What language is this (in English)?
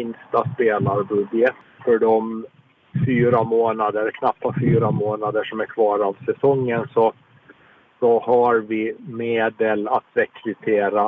Swedish